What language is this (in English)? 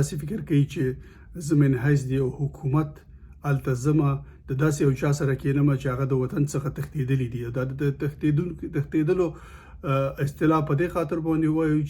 Pashto